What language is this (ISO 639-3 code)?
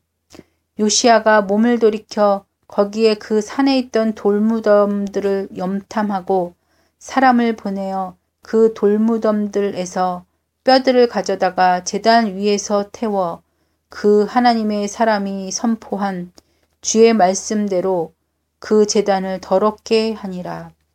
kor